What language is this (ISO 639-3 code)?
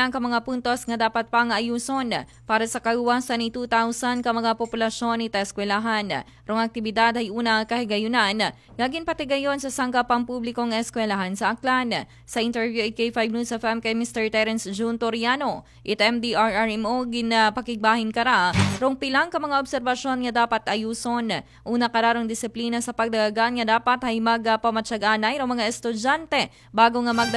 akl